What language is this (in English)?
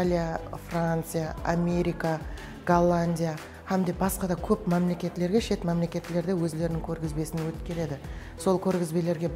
Kara-Kalpak